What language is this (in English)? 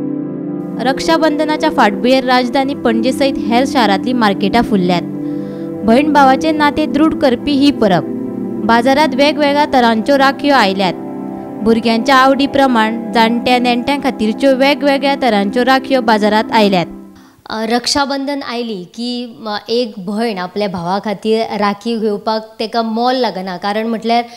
Konkani